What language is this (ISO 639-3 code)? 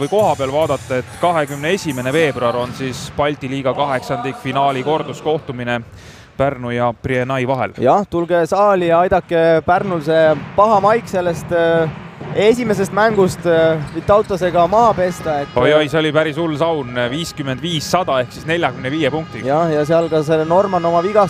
est